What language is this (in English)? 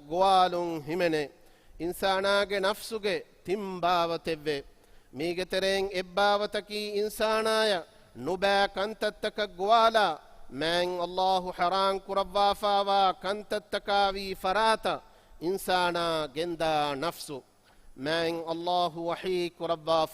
Divehi